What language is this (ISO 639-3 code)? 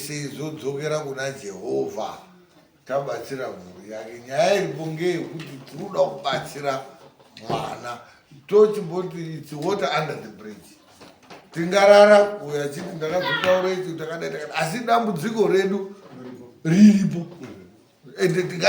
sna